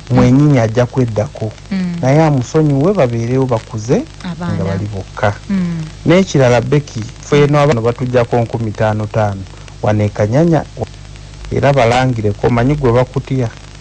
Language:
Ganda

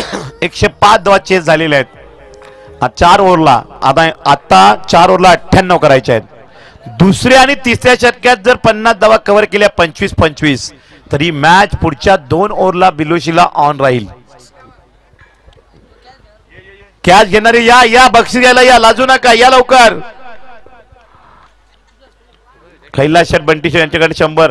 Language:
Marathi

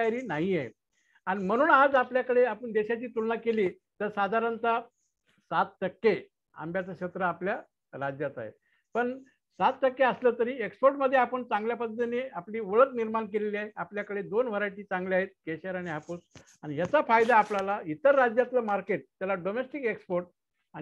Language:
Marathi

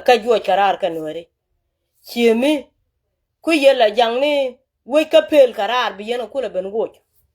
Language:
Nuer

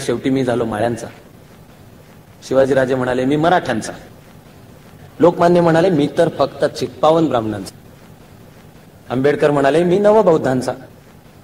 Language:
Marathi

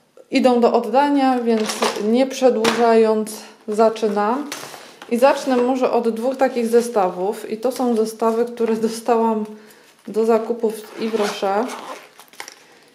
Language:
Polish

